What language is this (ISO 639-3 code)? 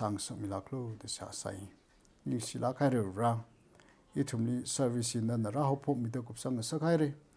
nmf